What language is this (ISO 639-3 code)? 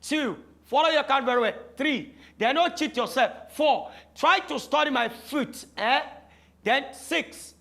pcm